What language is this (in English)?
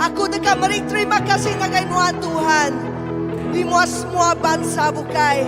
Iban